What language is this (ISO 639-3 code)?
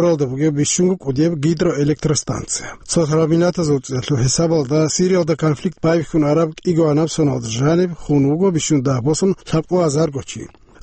ava